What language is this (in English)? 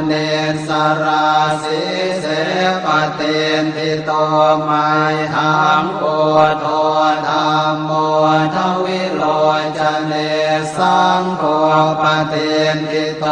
Pali